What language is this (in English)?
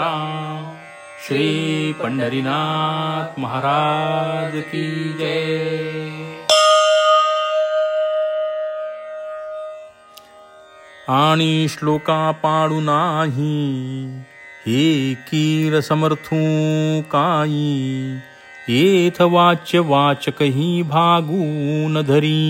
Marathi